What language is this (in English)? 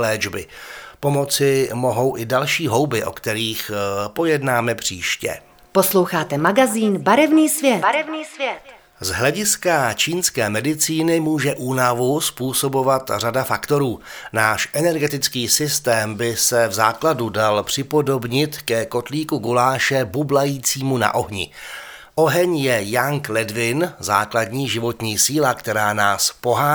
Czech